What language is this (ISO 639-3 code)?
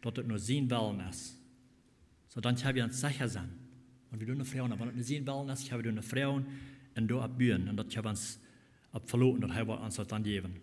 pdt